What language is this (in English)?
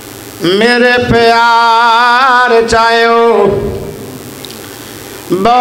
Urdu